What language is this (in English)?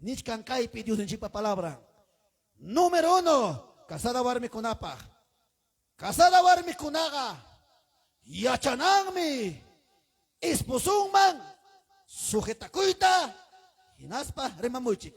Ayacucho Quechua